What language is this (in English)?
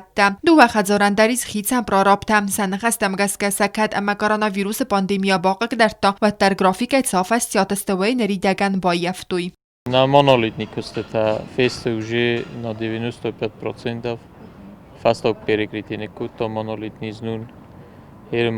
Ossetic